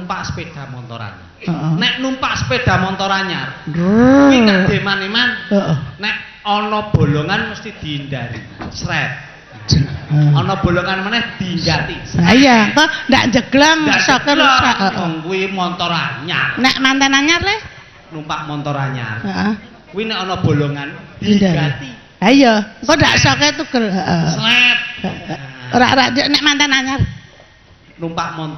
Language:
Javanese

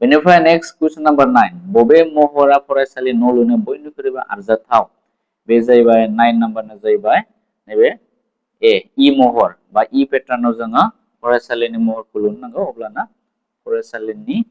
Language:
Bodo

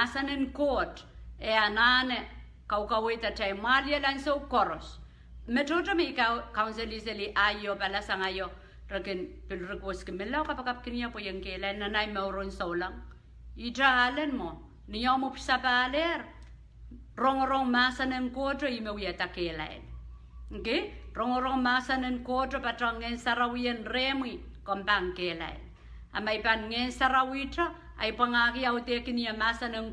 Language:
Pohnpeian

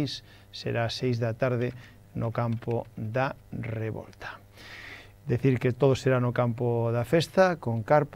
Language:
Galician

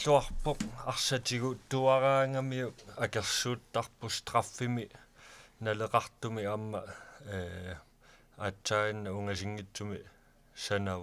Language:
Kalaallisut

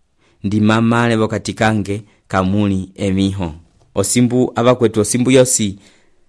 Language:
Umbundu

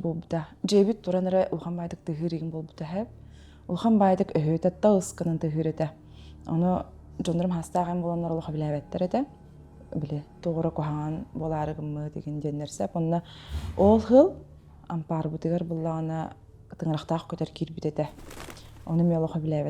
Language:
Yakut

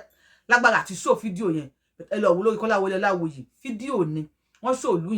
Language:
Yoruba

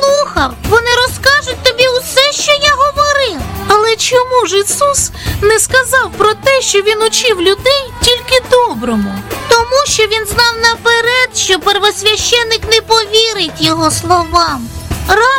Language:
Ukrainian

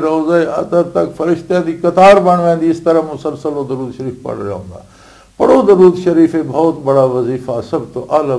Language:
Western Panjabi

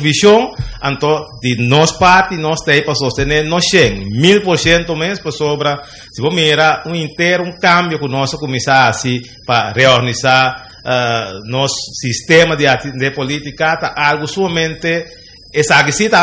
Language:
Papiamento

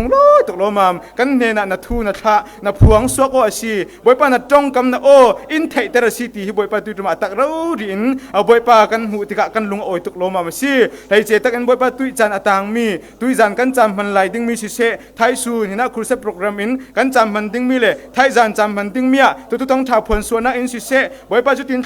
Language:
Falam Chin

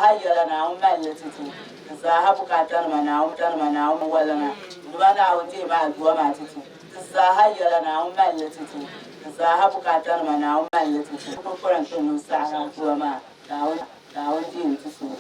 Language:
Dagbani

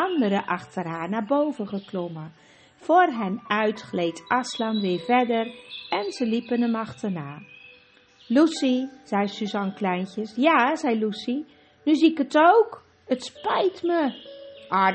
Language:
Dutch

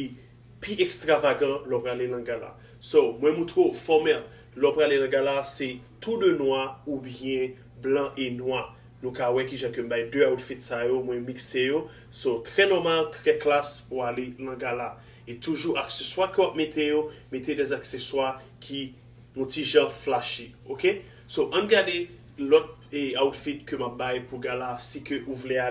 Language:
Haitian Creole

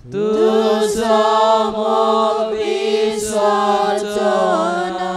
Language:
Konkani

